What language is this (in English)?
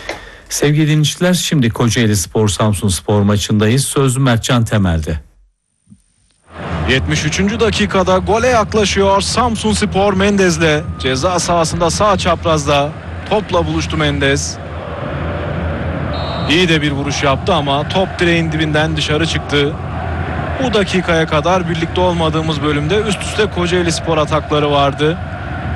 Turkish